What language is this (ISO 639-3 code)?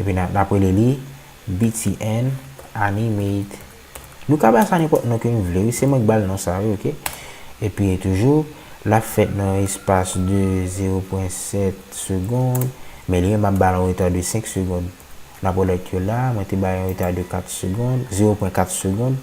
hat